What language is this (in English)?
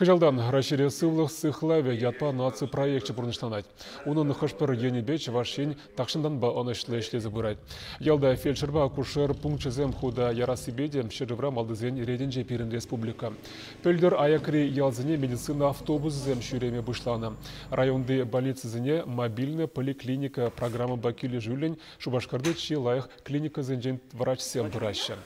Chuvash